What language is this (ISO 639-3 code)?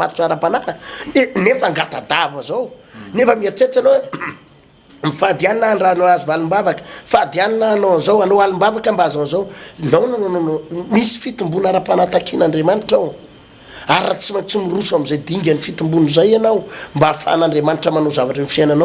mlg